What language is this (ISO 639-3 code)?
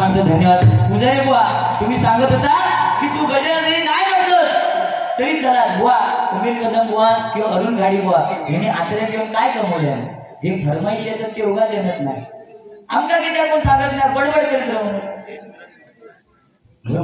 mar